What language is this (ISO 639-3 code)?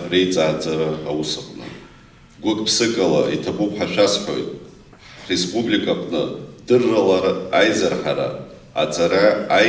abk